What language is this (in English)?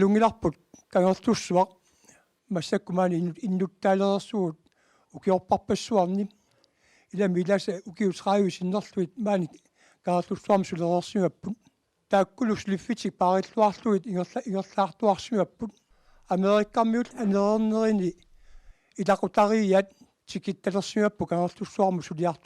Kalaallisut